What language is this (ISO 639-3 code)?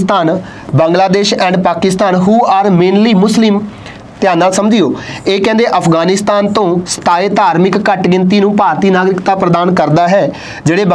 pan